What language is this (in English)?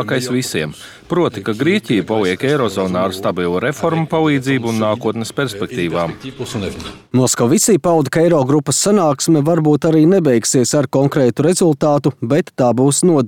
Latvian